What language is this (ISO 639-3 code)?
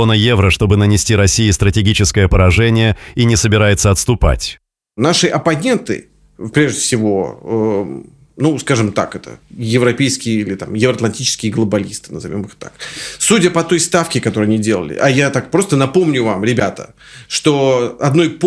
rus